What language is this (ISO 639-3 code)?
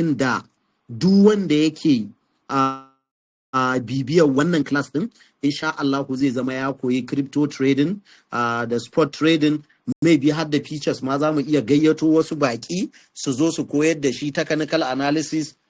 hau